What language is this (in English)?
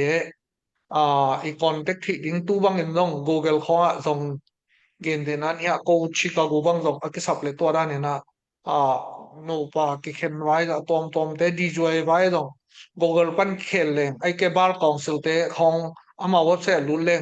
Tedim Chin